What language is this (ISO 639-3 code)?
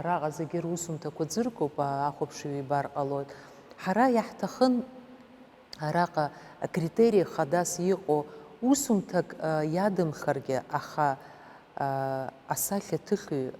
abk